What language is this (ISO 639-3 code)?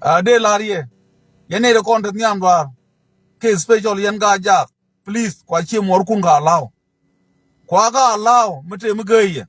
nus